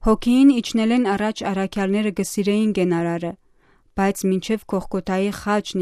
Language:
Western Armenian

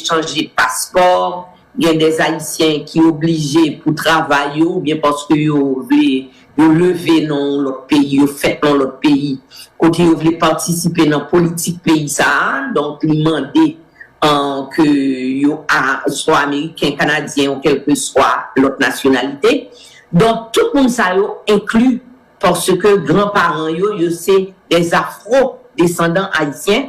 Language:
Haitian Creole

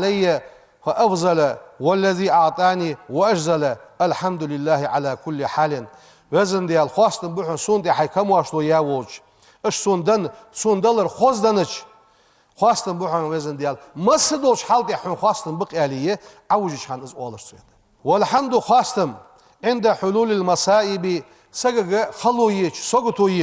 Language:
Ingush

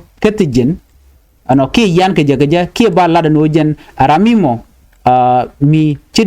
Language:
Nuer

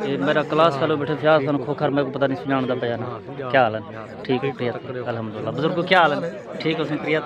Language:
Saraiki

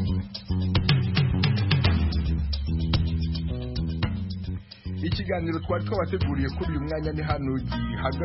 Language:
Kinyarwanda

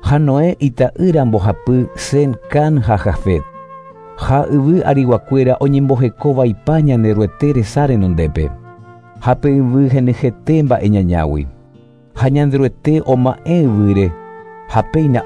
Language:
Guarani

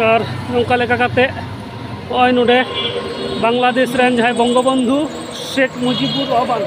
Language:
Santali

